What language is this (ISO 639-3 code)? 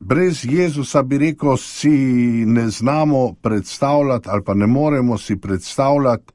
slv